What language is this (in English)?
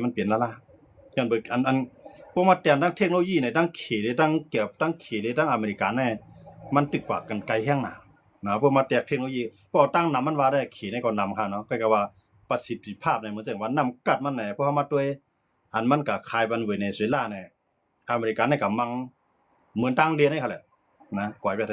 Shan